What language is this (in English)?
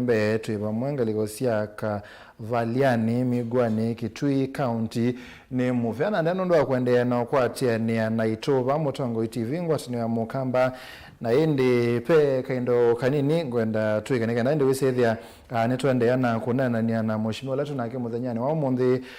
Kamba